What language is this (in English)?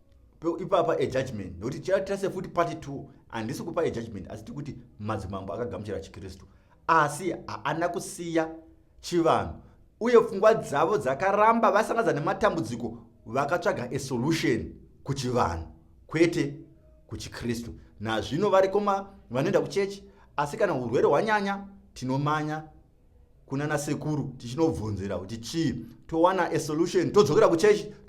Shona